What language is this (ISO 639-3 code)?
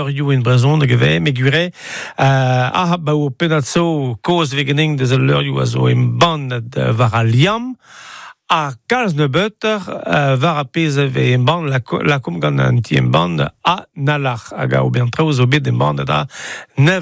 bre